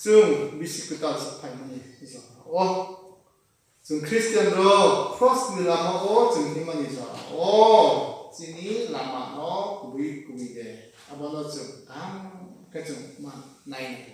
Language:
Kok Borok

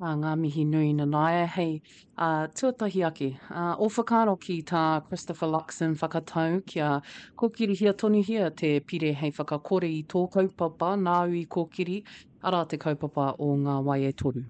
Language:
Māori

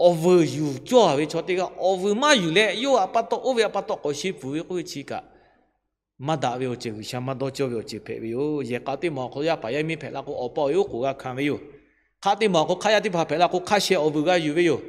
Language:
Lahu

